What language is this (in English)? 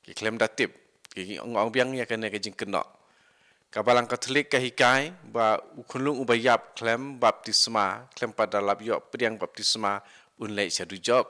Khasi